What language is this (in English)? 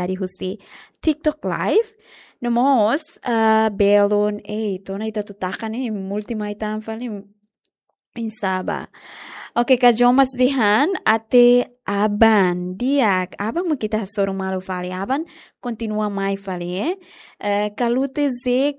Tetum